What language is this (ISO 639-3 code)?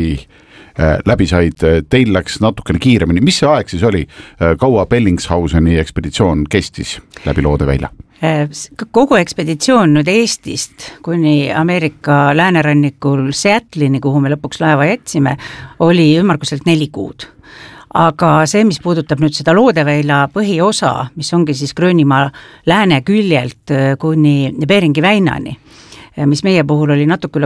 est